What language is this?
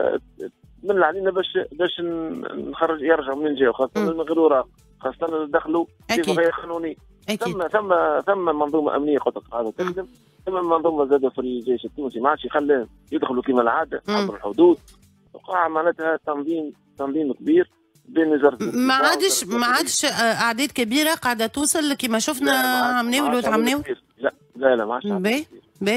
Tunisian Arabic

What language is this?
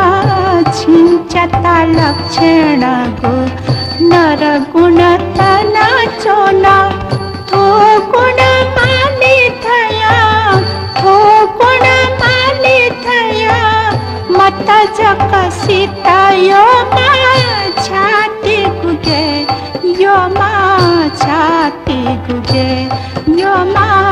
Newari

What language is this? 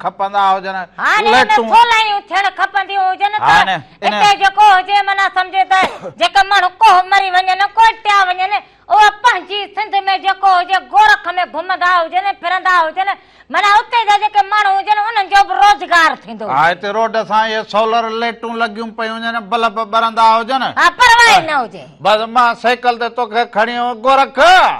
Sindhi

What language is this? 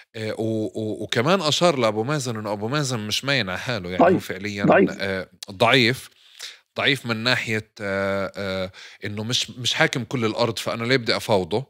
North Levantine Arabic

